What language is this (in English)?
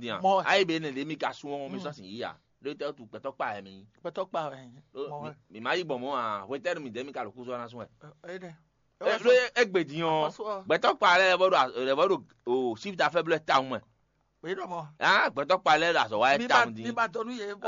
Fon